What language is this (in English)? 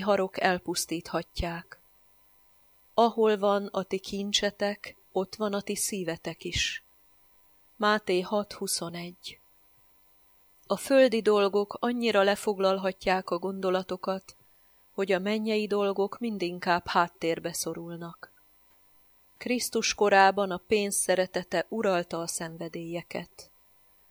Hungarian